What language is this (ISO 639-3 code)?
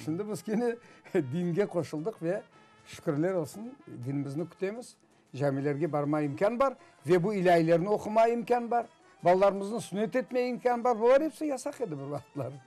crh